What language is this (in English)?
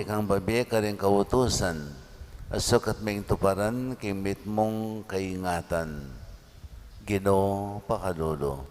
Pampanga